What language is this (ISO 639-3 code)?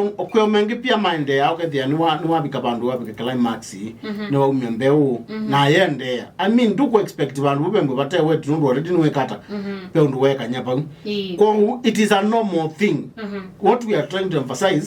kam